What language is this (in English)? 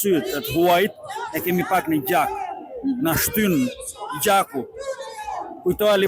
Albanian